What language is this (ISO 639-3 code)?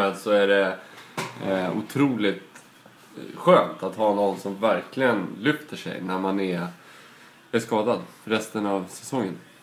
swe